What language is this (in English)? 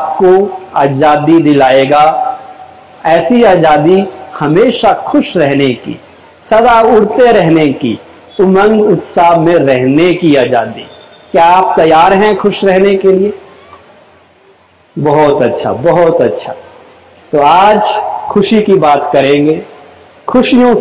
Hindi